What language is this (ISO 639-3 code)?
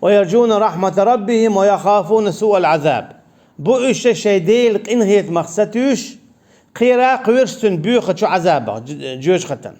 che